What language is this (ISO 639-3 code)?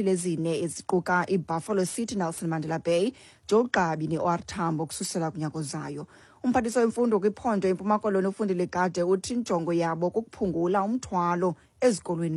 xho